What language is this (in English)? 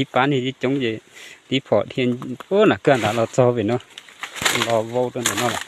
Hmong